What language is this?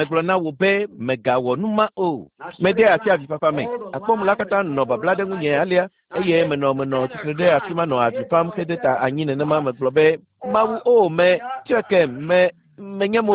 Ewe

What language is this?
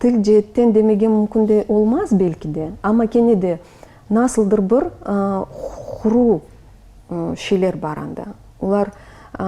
Crimean Tatar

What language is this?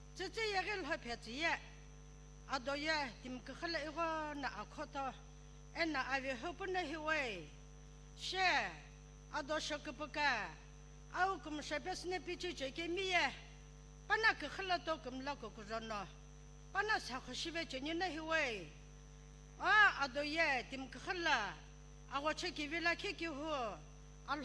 Sumi Naga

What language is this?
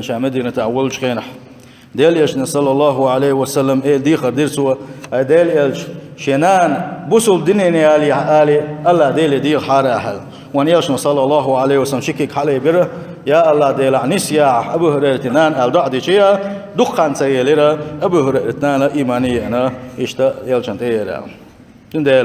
Chechen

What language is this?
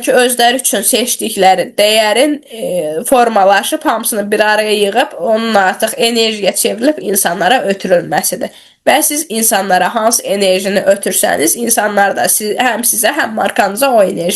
Azerbaijani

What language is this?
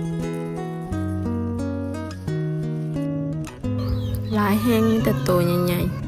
Lao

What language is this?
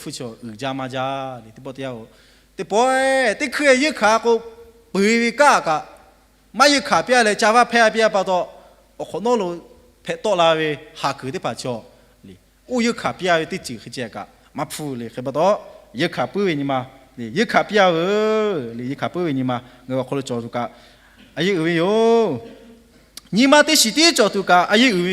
Lahu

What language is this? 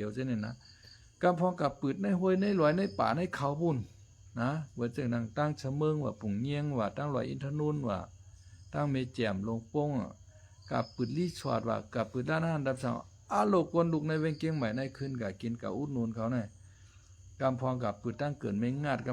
Shan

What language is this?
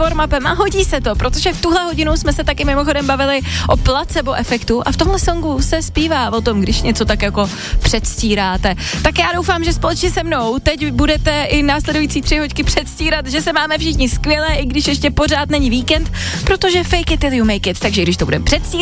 Czech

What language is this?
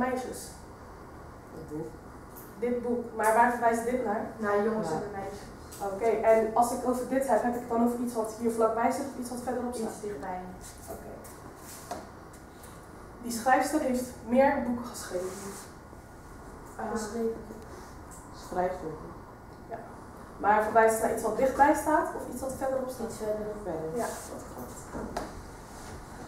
Dutch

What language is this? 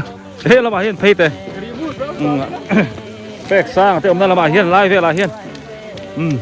Biete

